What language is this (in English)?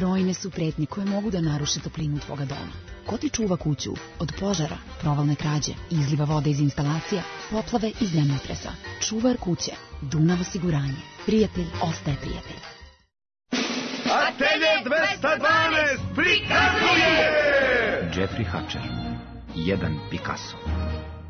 Serbian